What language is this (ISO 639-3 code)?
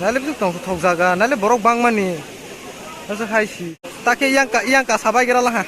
trp